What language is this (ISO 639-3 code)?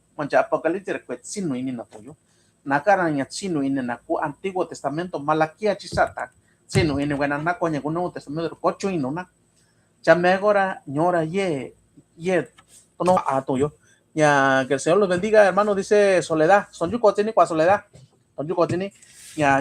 mix